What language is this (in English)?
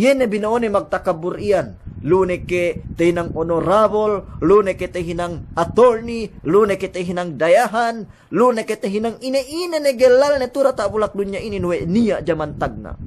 Yakan